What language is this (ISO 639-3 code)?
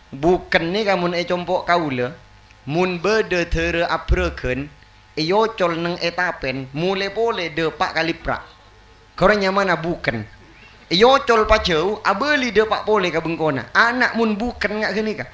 mad